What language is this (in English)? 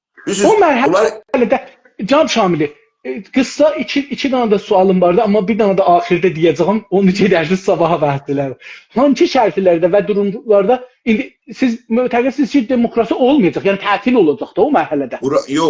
South Azerbaijani